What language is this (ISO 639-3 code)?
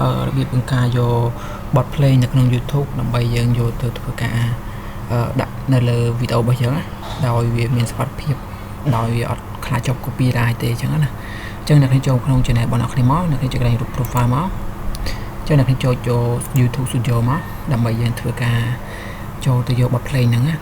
khm